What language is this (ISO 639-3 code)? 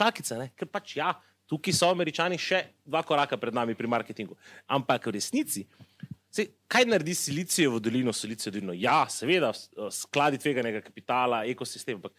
slv